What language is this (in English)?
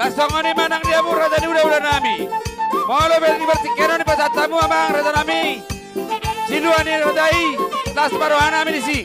Batak Toba